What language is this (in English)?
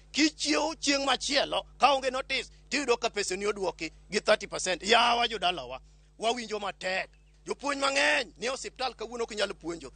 Luo (Kenya and Tanzania)